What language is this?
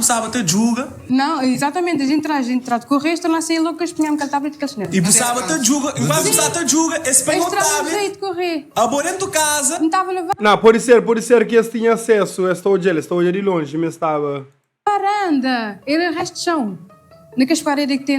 Kabuverdianu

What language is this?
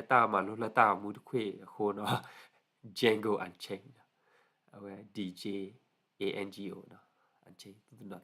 S'gaw Karen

